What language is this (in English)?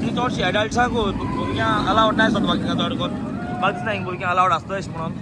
Konkani